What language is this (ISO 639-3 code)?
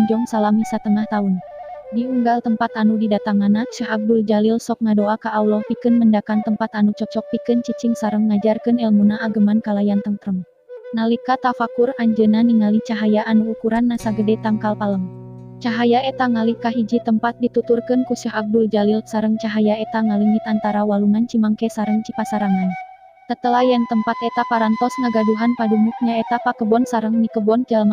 sun